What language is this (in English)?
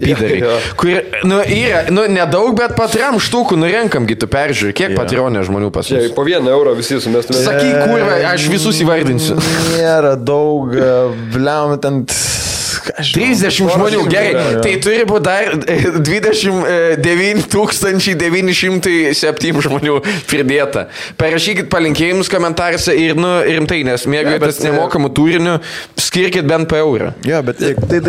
Lithuanian